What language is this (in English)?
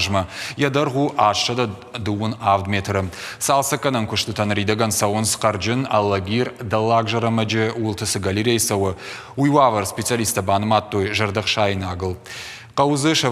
Ossetic